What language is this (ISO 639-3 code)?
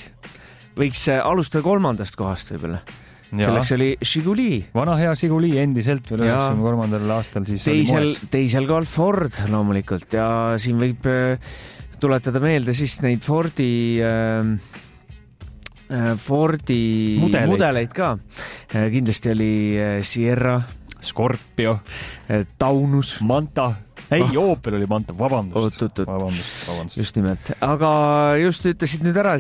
est